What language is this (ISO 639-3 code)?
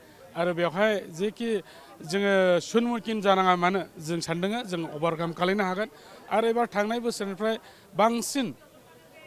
brx